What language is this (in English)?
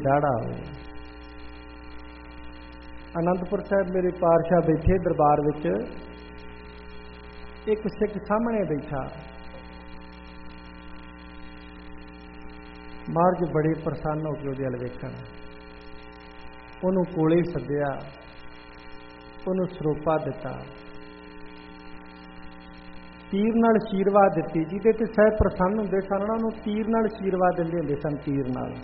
Punjabi